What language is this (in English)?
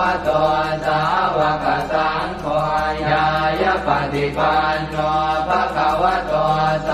Pali